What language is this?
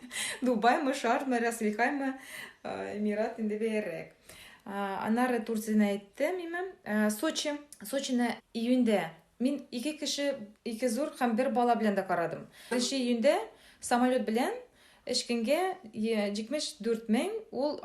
Tatar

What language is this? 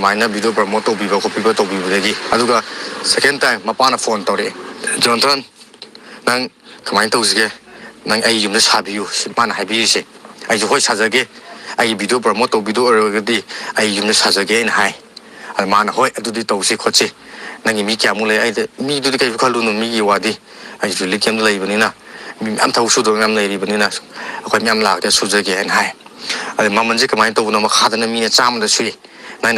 Manipuri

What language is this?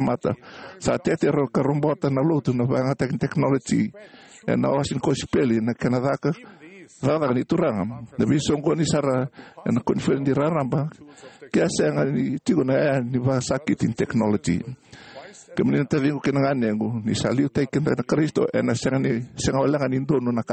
Fijian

